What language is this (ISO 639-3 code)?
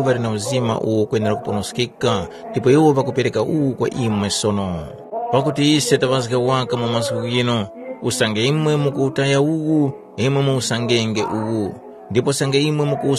tum